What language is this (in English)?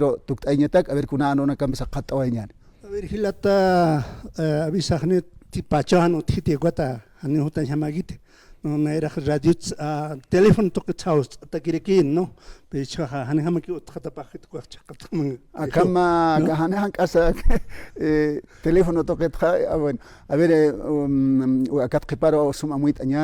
Aymara